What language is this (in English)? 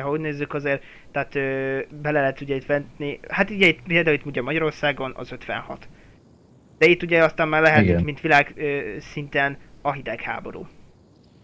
Hungarian